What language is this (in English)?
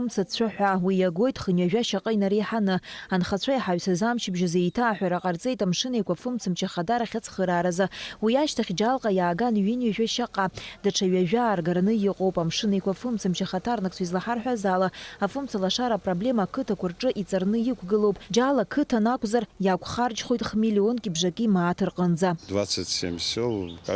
Abkhazian